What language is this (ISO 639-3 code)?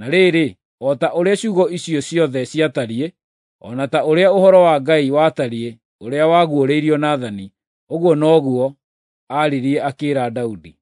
kik